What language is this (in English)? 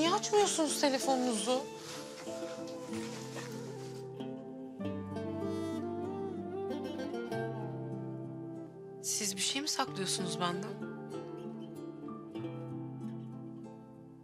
Turkish